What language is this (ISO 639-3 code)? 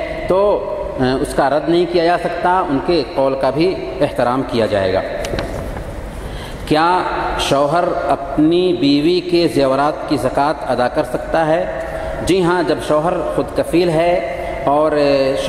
urd